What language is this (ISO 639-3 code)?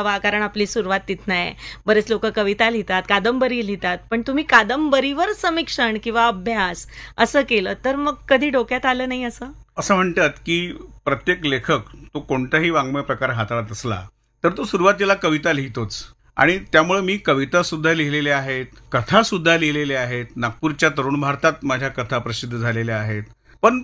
mar